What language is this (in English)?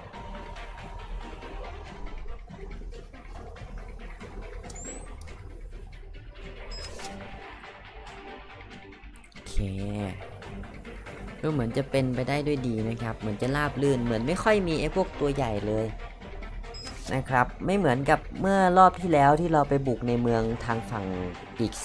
Thai